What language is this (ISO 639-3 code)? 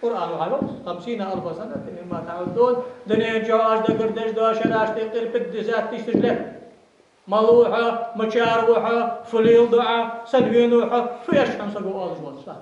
inh